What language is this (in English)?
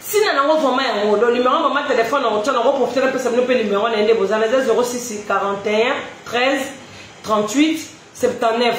Lingala